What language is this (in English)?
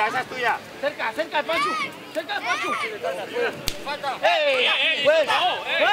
Catalan